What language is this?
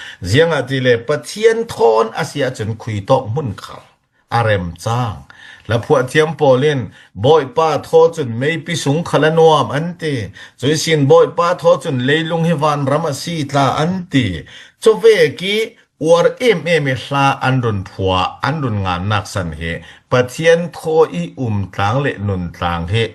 Falam Chin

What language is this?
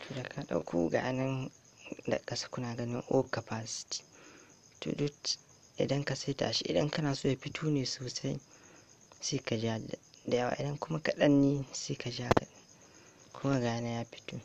Hausa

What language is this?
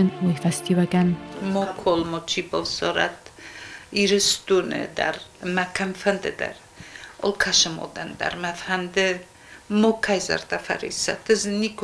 Ossetic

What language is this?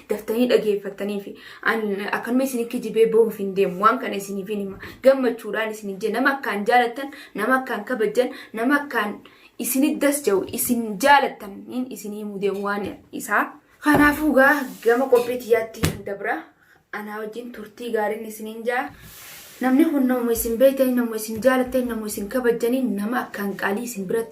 Oromo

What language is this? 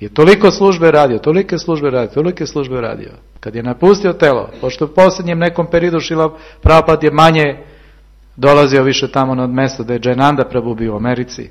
Serbian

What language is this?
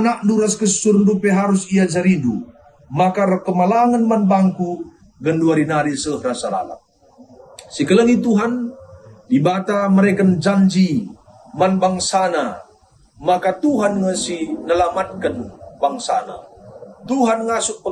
Batak Karo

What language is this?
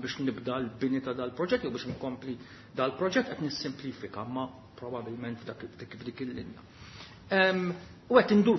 Maltese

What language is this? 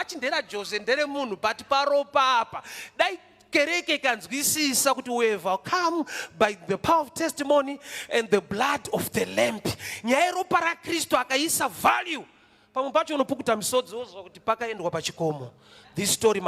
Shona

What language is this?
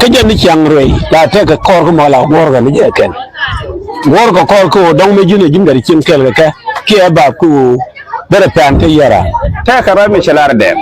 Nuer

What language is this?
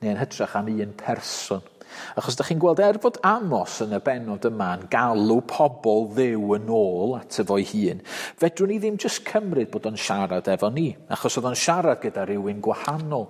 Welsh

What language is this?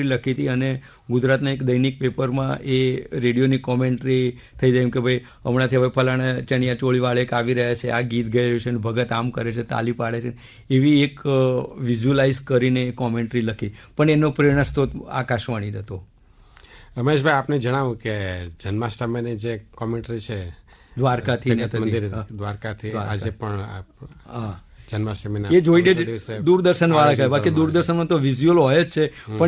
Gujarati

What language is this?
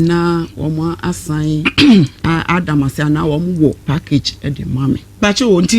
Akan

